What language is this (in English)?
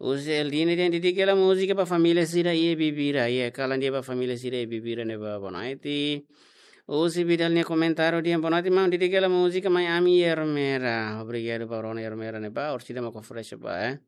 Tetum